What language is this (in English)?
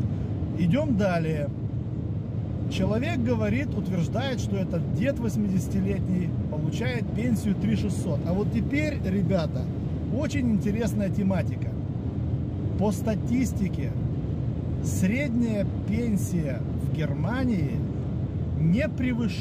Russian